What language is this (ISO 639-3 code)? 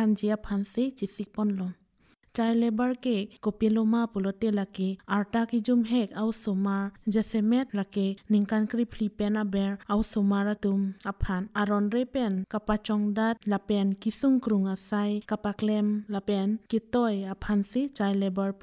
mjw